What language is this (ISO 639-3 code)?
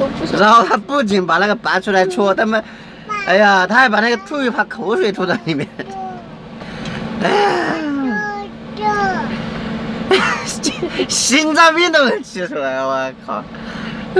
zho